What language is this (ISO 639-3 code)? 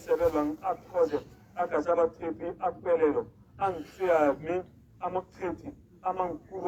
tsn